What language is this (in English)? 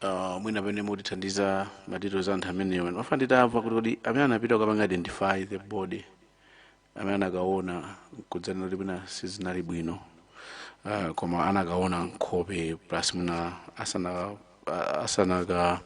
Nyanja